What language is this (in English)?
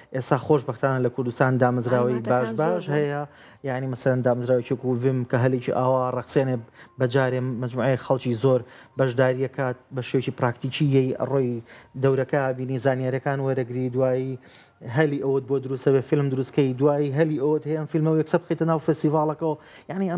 Central Kurdish